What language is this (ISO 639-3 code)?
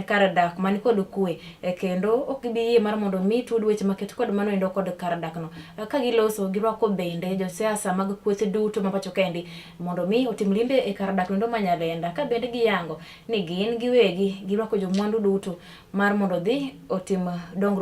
luo